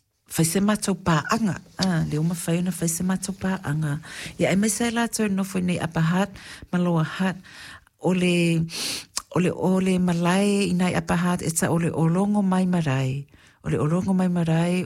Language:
Samoan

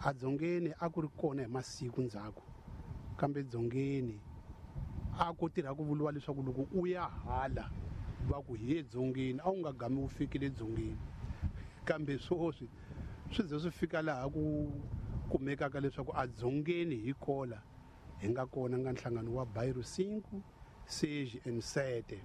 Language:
Tsonga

